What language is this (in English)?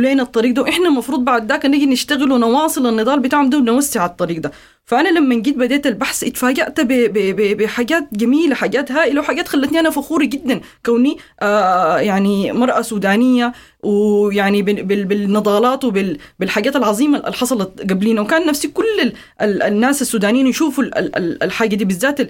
Sudanese Arabic